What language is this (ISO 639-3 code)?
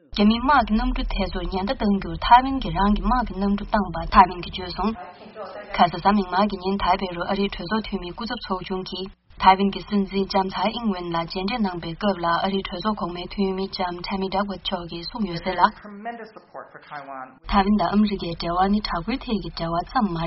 bod